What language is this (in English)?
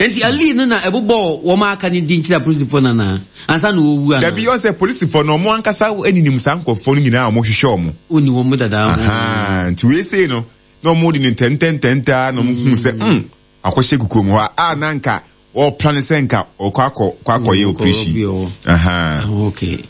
Akan